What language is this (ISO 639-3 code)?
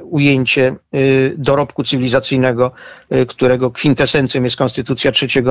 pol